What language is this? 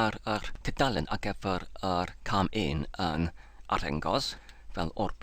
Welsh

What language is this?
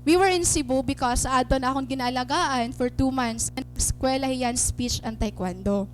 Waray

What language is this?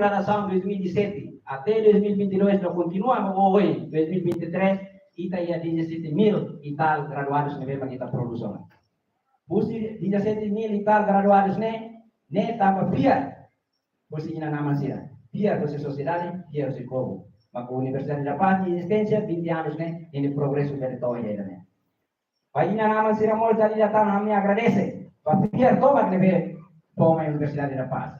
Tetum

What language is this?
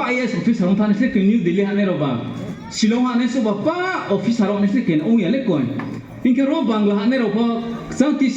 Riang (India)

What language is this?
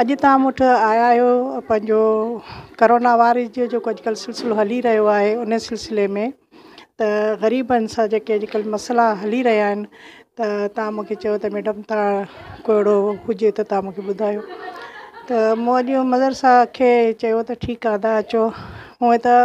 Sindhi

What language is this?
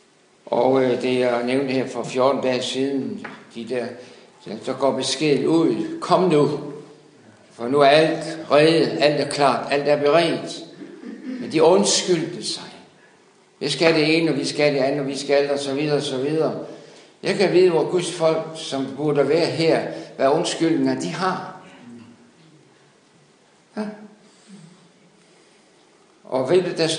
Danish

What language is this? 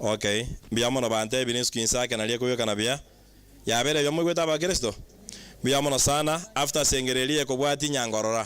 Gusii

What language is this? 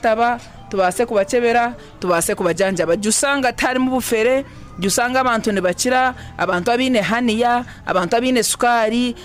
Nyankole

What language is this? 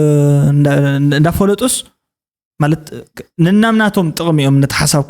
Tigrinya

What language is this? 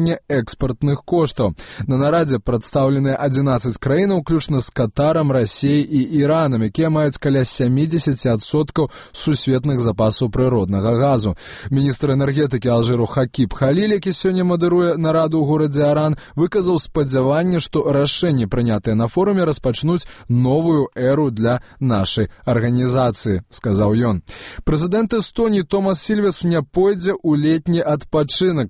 Belarusian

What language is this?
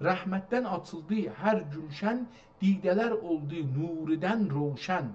South Azerbaijani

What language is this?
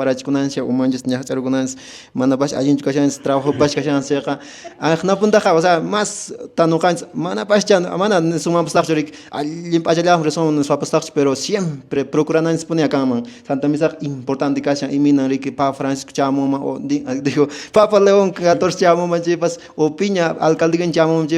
Quechua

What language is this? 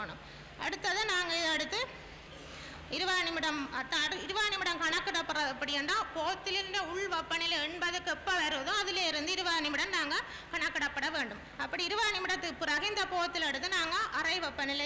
Tamil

